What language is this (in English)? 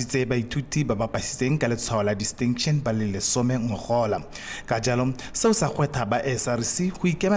Tswana